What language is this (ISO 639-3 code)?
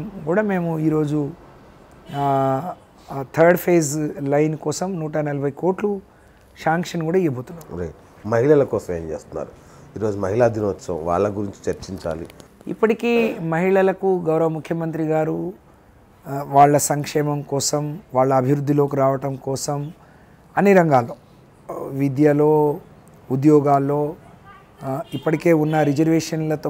tel